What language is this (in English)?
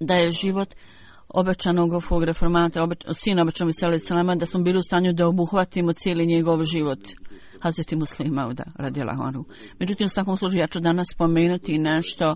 Bosnian